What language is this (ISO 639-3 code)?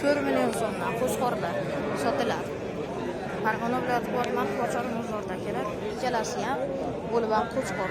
uzb